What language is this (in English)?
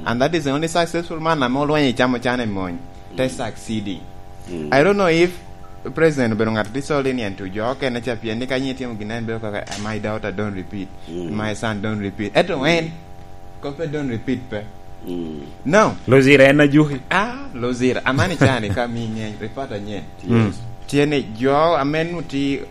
Lango (Uganda)